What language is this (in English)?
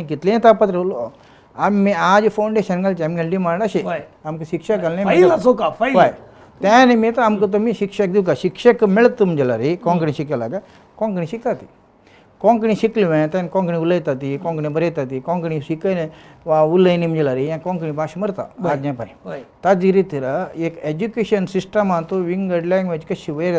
Konkani